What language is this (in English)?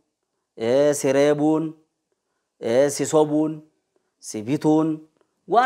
Oromo